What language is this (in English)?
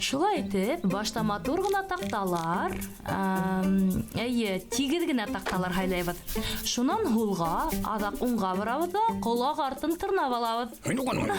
Bashkir